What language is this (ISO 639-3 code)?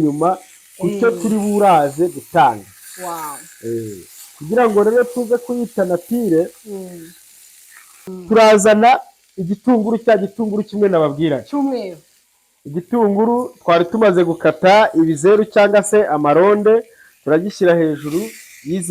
kin